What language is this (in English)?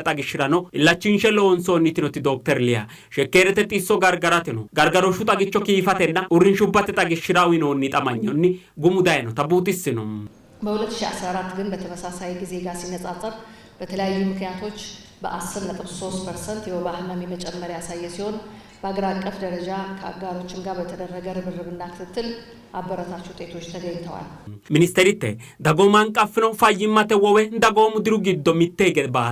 Sidamo